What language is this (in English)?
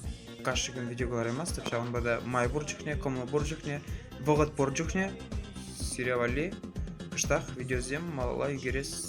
Chuvash